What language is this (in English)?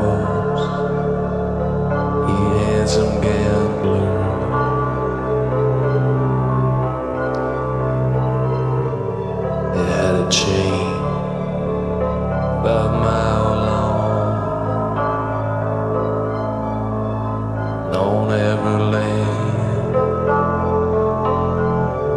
English